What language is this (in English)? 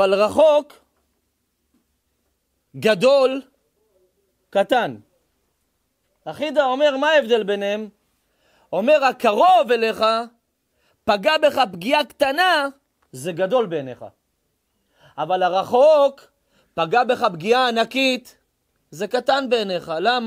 Hebrew